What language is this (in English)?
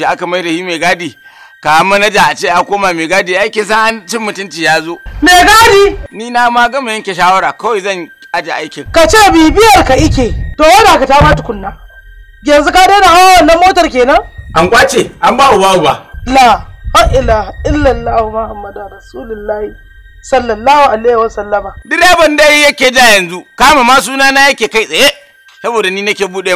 Hausa